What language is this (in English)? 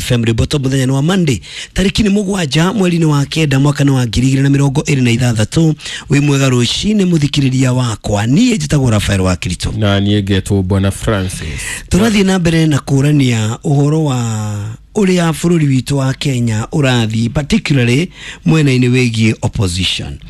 Kikuyu